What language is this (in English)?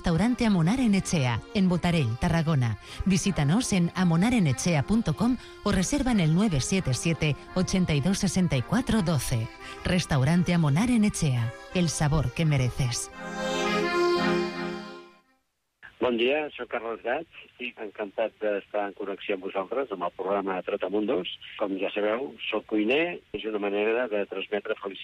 Catalan